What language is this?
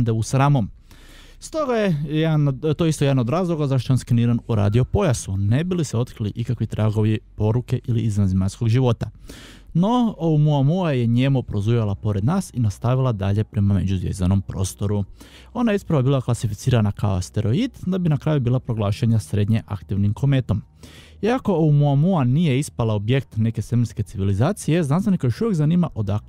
Croatian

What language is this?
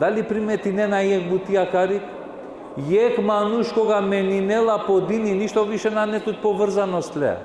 Balkan Romani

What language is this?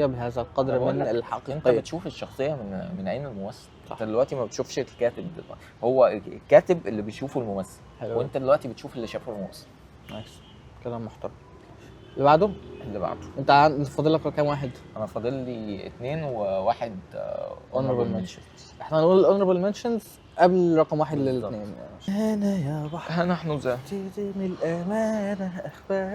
Egyptian Arabic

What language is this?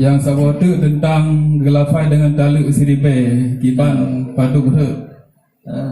Achinese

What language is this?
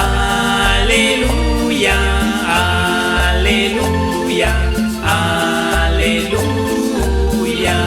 Kekchí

